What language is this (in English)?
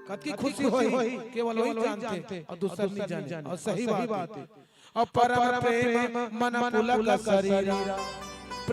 Chhattisgarhi